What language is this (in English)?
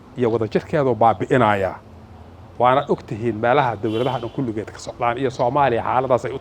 Somali